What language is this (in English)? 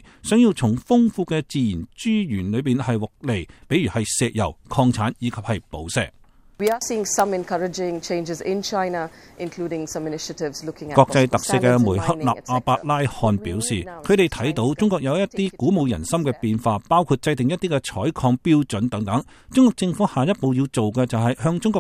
Cantonese